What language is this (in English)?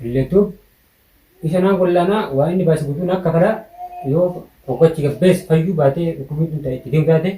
Oromo